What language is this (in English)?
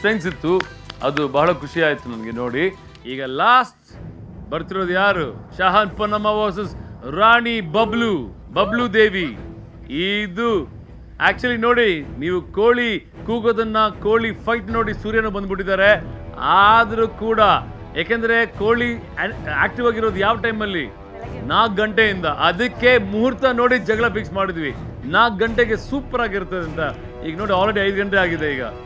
Kannada